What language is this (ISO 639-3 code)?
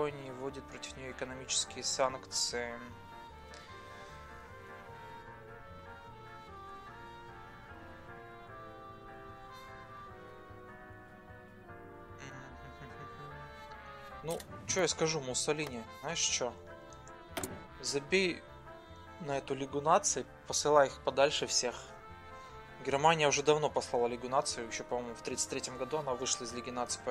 rus